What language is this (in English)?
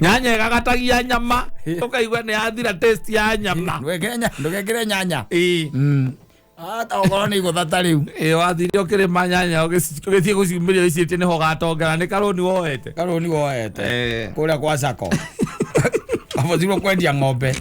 Kikuyu